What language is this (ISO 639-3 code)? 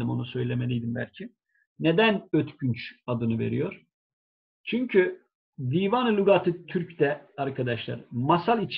tur